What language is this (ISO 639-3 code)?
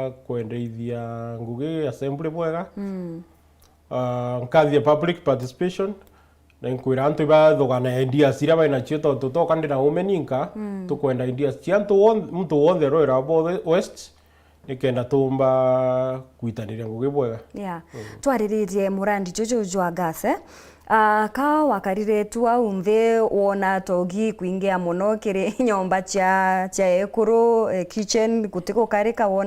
mer